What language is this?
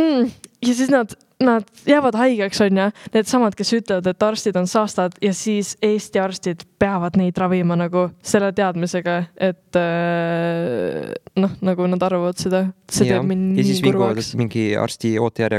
Estonian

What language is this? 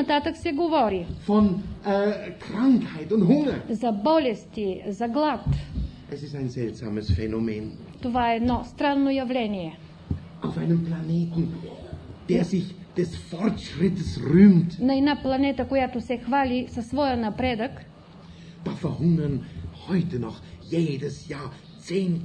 Bulgarian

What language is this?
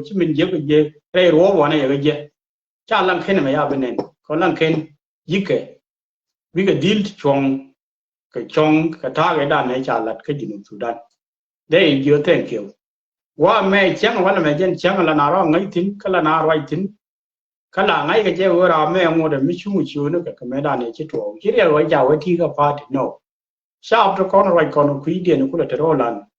Nuer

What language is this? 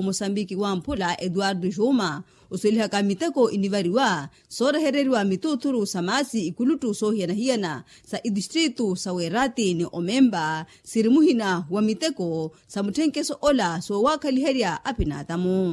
Makhuwa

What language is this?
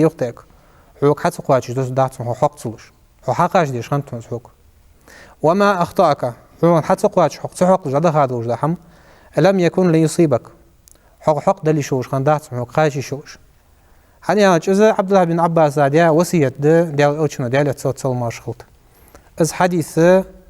Ingush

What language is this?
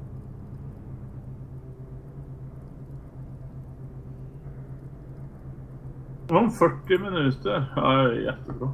Swedish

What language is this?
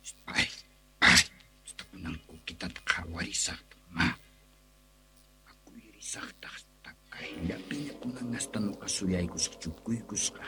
Quechua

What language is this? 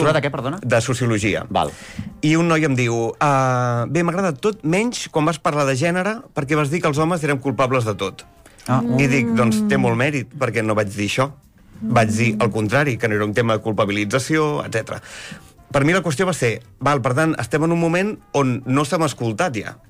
Catalan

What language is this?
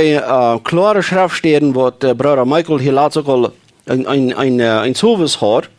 Plautdietsch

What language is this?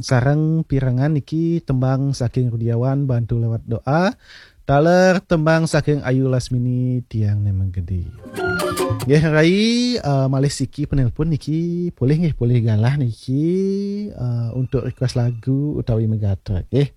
Balinese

